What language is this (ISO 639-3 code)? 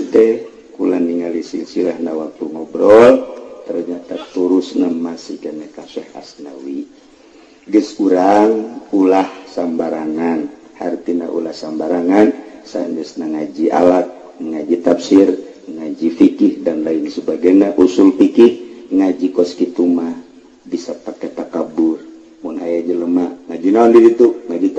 sun